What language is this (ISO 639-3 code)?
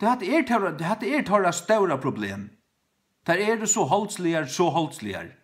fao